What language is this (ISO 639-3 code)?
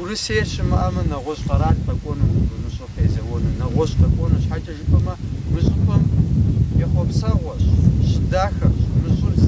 kbd